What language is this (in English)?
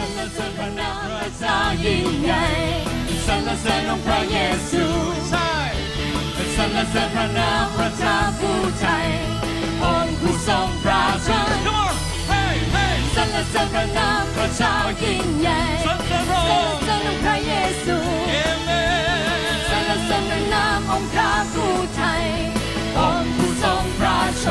Thai